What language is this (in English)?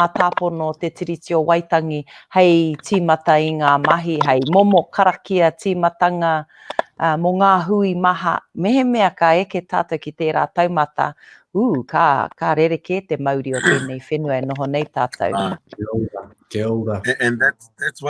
Māori